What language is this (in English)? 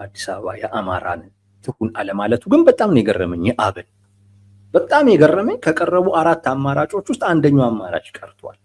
Amharic